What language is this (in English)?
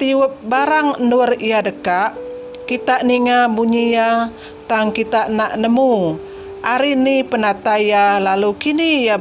Iban